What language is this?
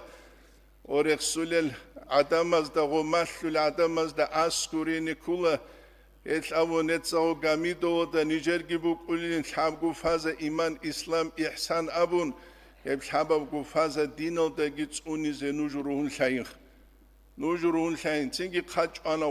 Avaric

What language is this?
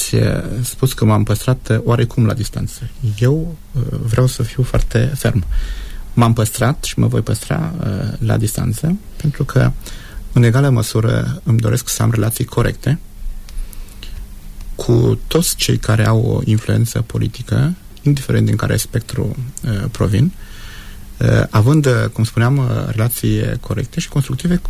Romanian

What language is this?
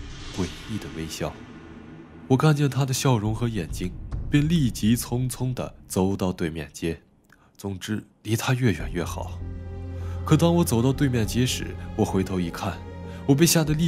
Chinese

